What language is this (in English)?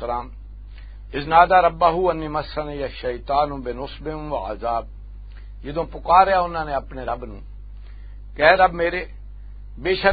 Western Panjabi